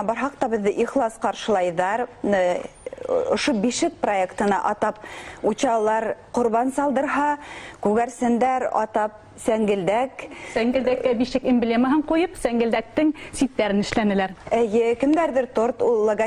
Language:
Bashkir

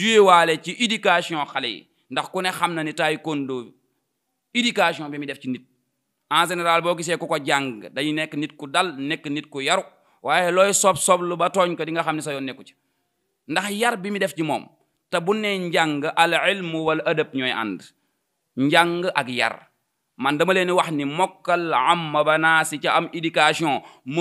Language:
Wolof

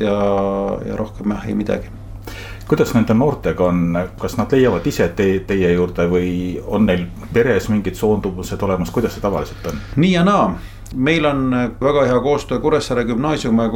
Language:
Estonian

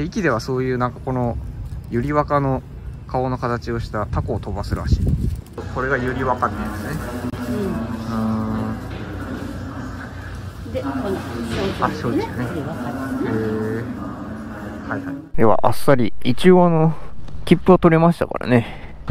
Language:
Japanese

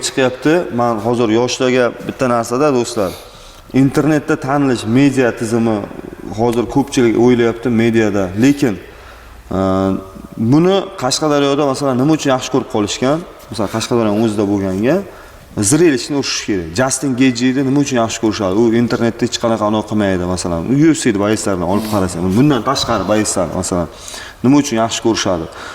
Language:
Uzbek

